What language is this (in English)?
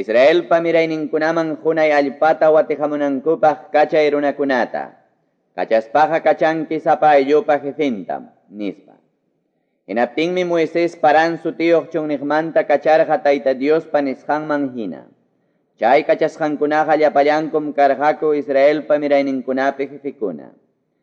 Quechua